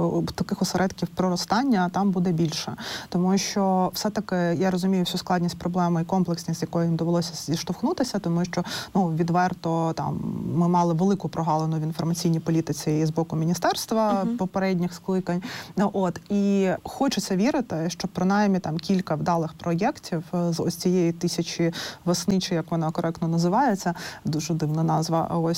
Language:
Ukrainian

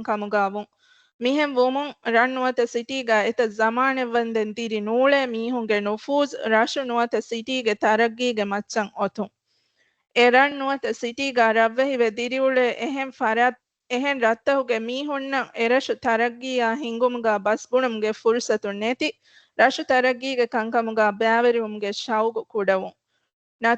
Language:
Divehi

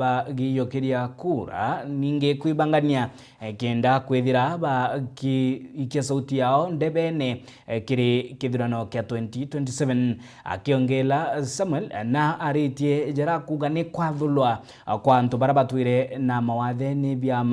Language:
Meru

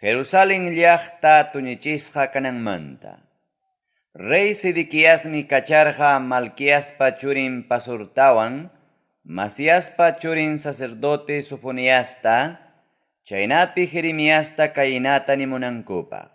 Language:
Ayacucho Quechua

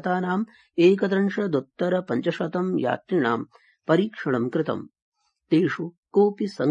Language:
Sanskrit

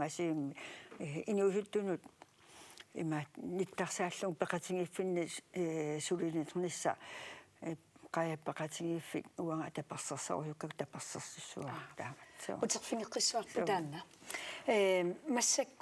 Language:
Kalaallisut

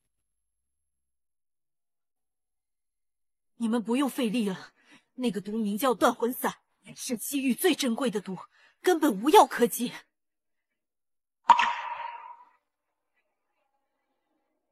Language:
Chinese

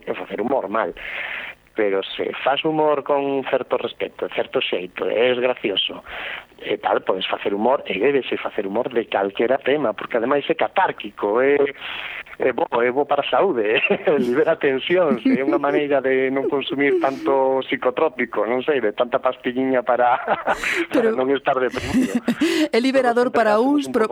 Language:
Galician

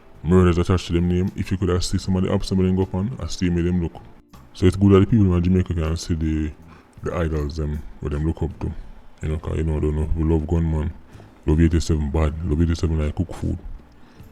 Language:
Jamaican Creole English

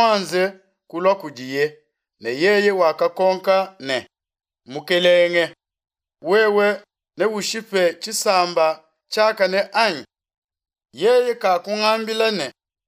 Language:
Luba-Lulua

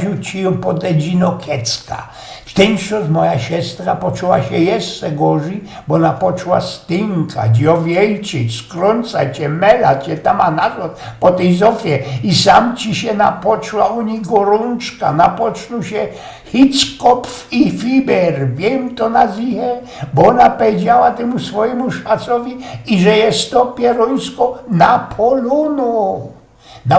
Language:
Silesian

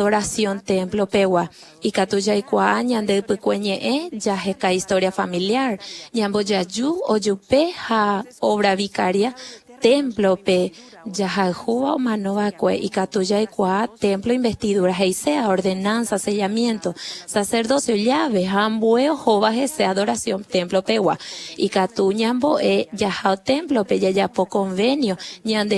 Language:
Guarani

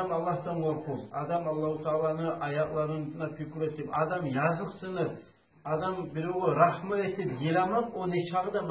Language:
Kumyk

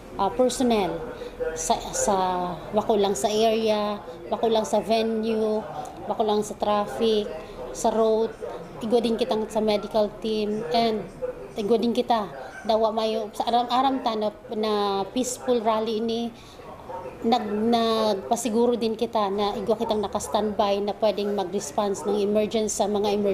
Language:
Bikol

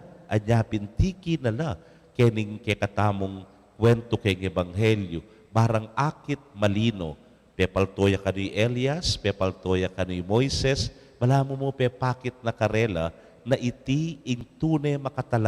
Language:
Pampanga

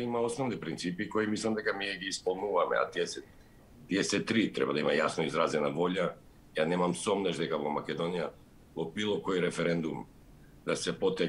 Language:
Macedonian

